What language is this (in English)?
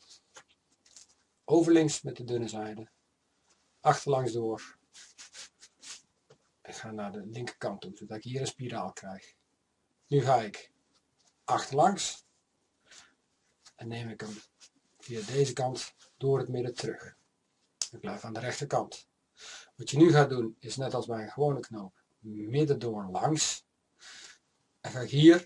Dutch